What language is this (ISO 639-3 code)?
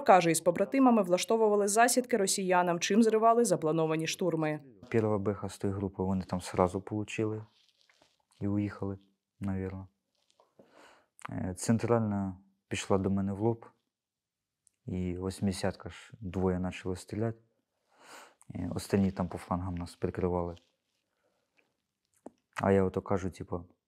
ukr